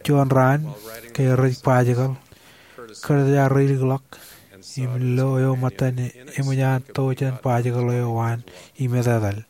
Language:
Marshallese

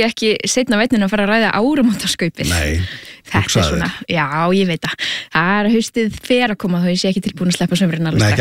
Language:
Icelandic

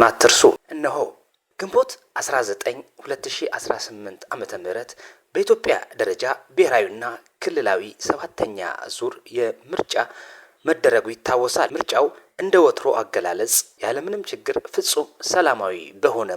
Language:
Amharic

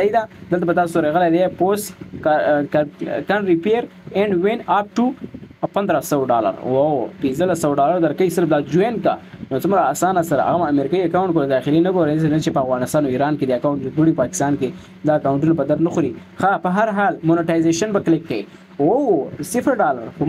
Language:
Pashto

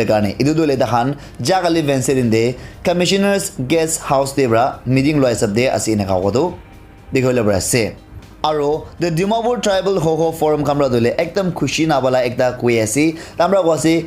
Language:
Naga Pidgin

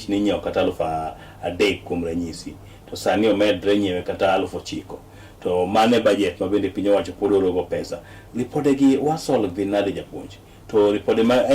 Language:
Luo (Kenya and Tanzania)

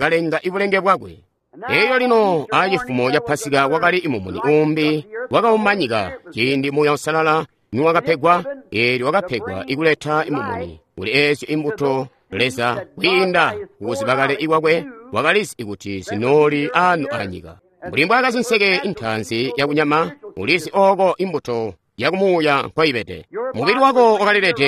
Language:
Tonga (Zambia)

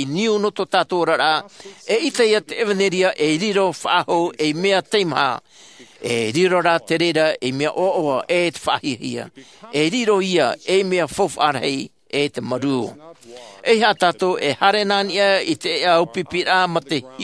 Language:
Tahitian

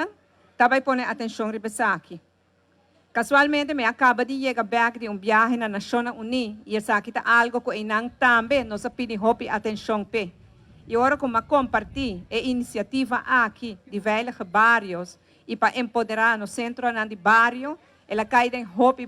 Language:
Papiamento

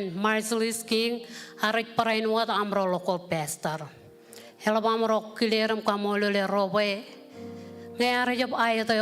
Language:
Marshallese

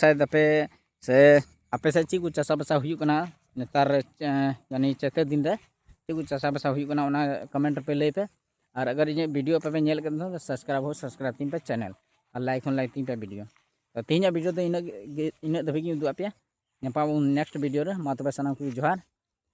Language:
Santali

